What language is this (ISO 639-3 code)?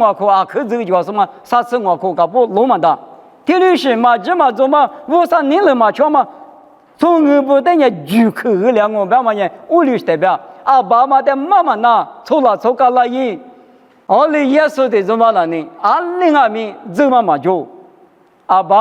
lis